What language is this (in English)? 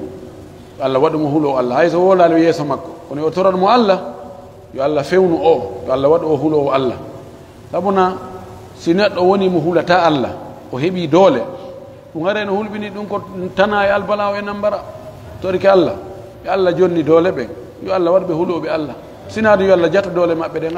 Pular